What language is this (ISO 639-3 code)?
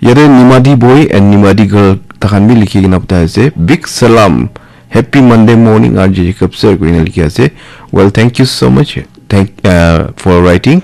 nag